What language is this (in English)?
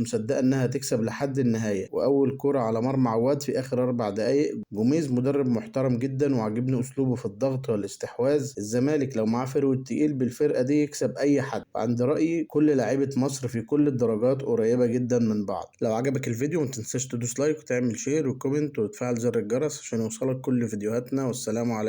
Egyptian Arabic